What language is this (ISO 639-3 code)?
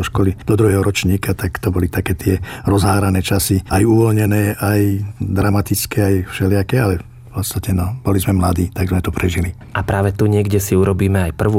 slk